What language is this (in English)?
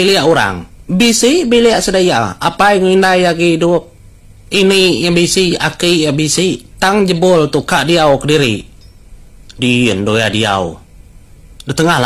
Iban